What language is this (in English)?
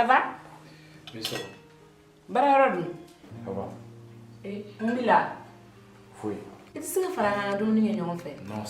Bambara